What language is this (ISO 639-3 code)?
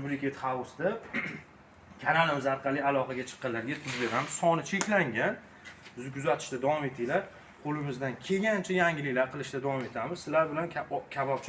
uzb